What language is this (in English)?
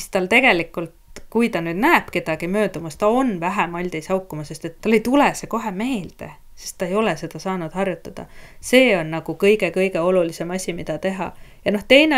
Estonian